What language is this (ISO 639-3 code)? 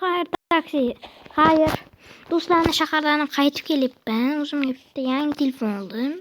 uzb